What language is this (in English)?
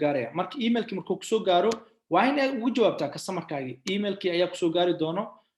Somali